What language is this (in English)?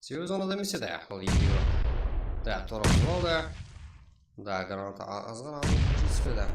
Kara-Kalpak